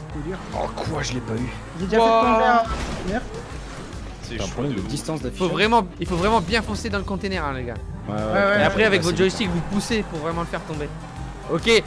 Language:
French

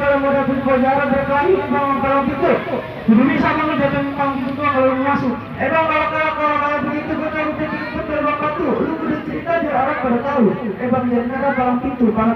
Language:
Betawi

